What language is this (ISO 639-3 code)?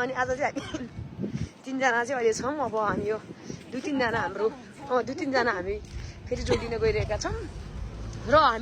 nep